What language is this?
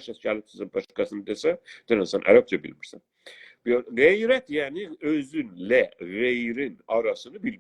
South Azerbaijani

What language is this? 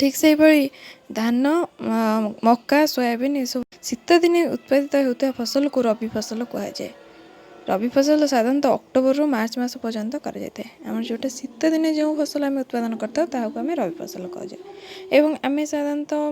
Odia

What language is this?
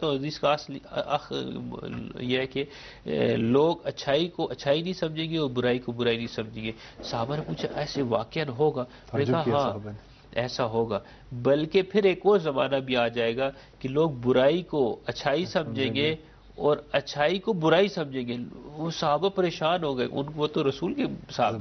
Urdu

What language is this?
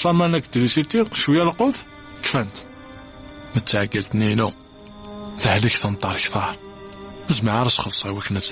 Kabyle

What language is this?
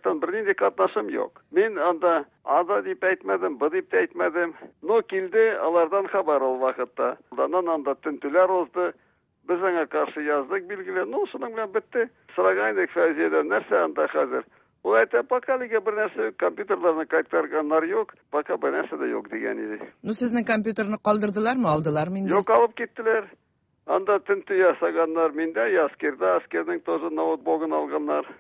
Tatar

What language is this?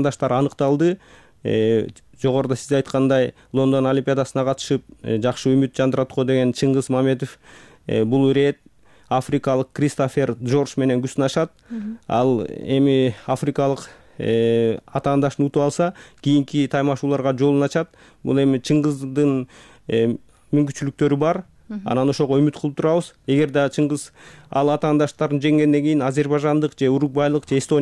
Kyrgyz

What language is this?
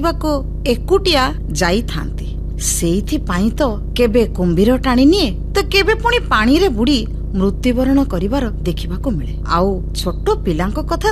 Odia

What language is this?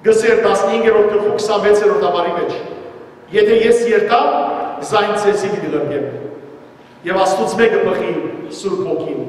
Western Armenian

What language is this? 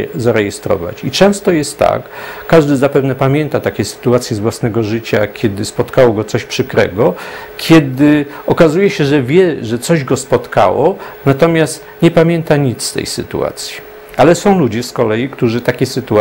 Polish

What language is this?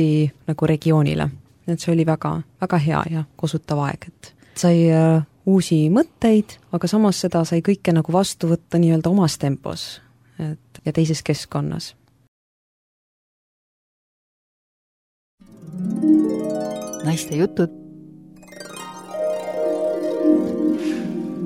Estonian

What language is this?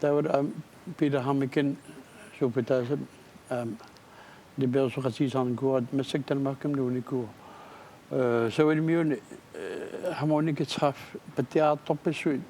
Kalaallisut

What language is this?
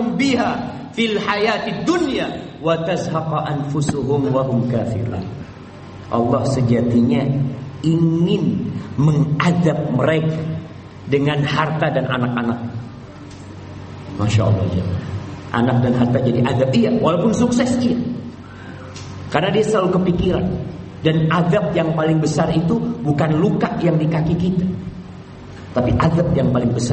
Indonesian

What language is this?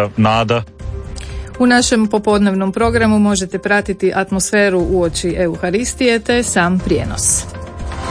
Croatian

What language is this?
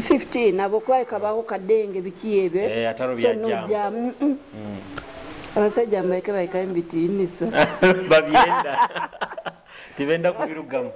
Nyoro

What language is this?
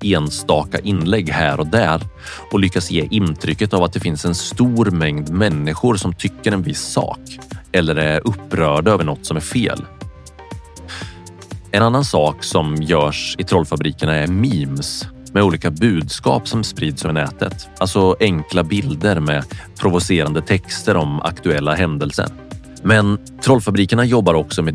Swedish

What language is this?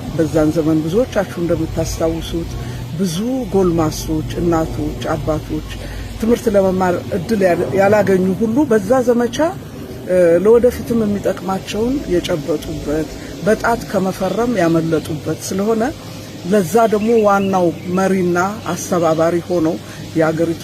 Amharic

